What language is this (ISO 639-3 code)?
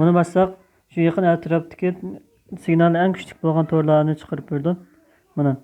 uig